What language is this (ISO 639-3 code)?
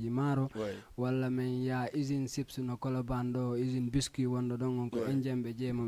ful